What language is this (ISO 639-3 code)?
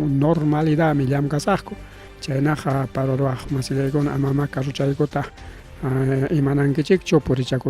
quy